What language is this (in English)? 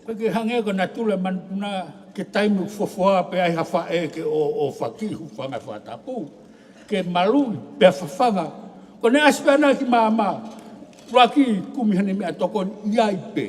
Tongan